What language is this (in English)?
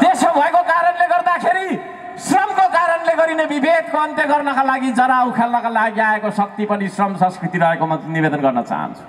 Nepali